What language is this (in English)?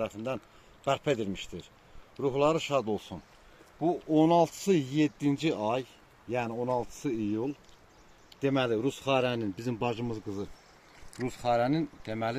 Azerbaijani